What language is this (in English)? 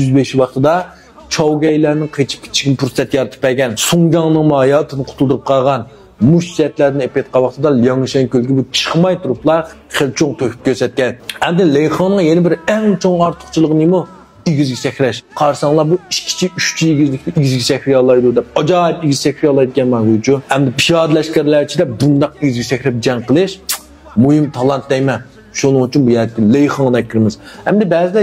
Uyghur